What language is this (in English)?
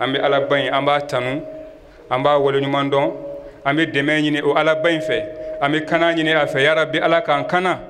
Bambara